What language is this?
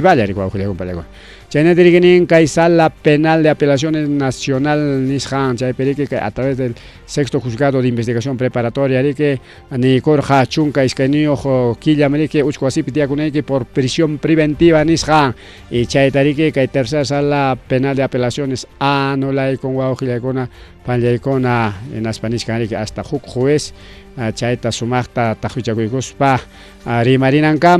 Ayacucho Quechua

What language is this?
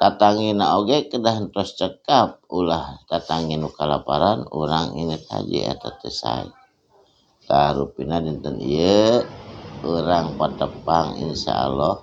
Sundanese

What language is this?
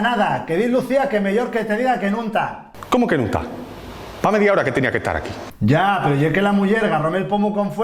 Asturian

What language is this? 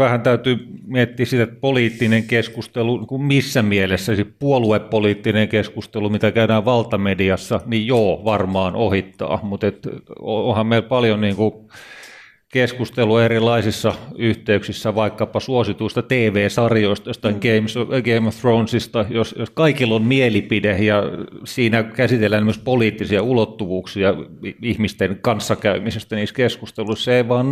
Finnish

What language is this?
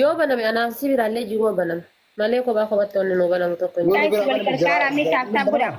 Oromo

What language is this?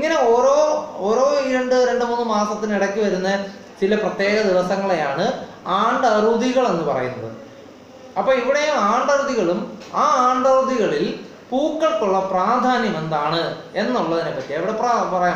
Malayalam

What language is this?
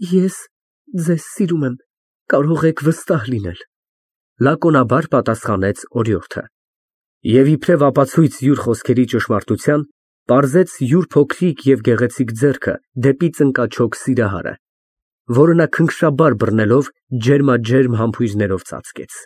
Armenian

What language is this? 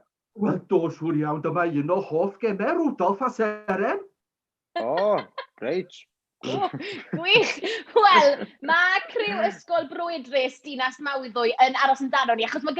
Welsh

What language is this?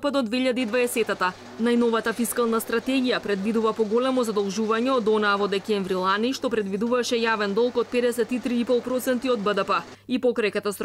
Macedonian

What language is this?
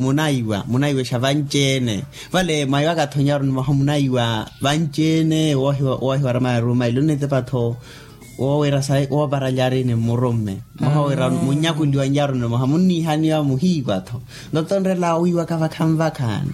Makhuwa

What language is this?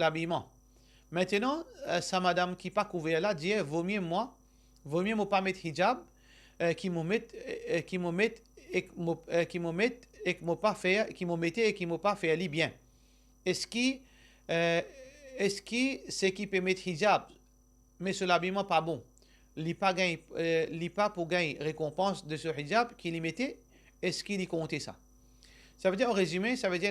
Morisyen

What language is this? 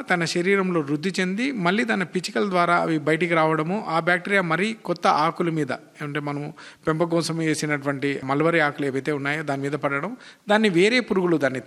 Telugu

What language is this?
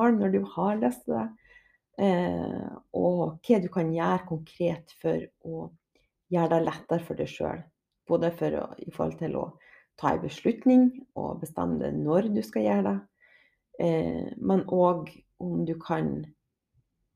Norwegian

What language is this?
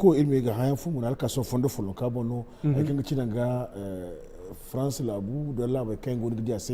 Zarma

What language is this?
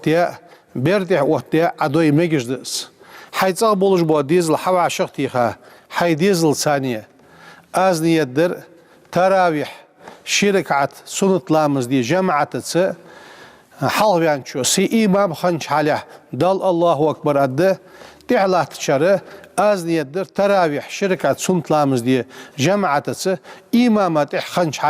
Ingush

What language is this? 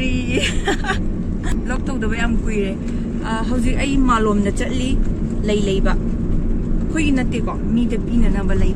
Manipuri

